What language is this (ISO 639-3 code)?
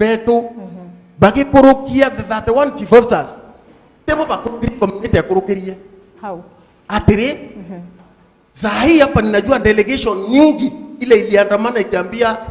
mer